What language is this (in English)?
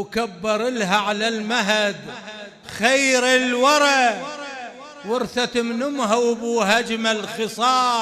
Mesopotamian Arabic